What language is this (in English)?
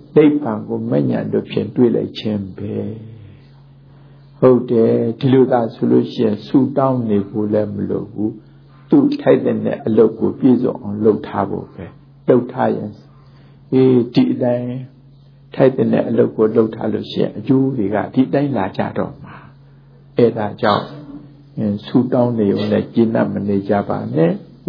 Burmese